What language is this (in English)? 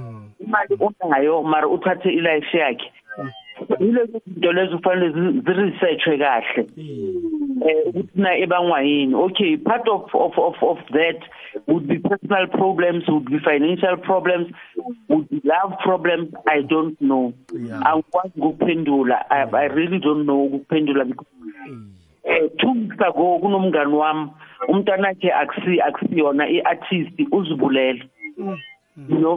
South Ndebele